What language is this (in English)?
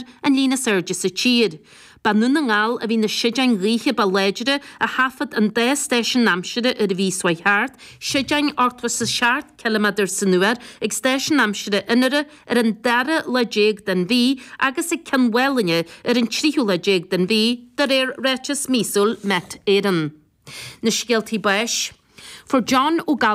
Irish